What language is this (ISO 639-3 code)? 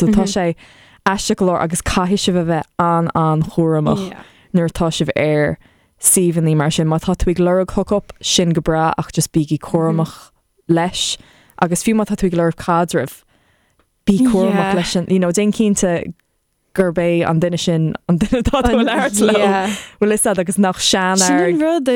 gle